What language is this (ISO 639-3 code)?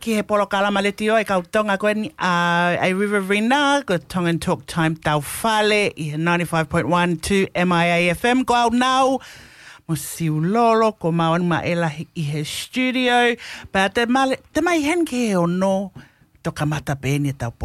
ton